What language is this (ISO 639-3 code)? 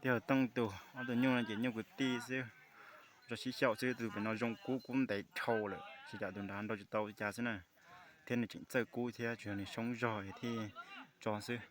hmn